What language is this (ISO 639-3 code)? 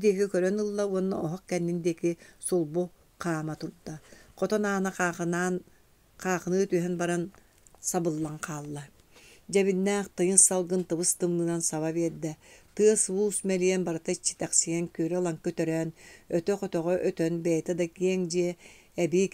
sah